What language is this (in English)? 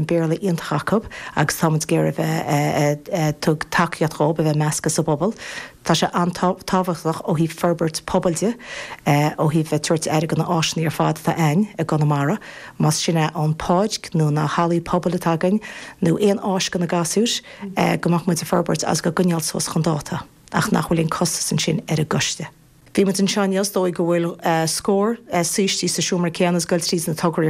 Irish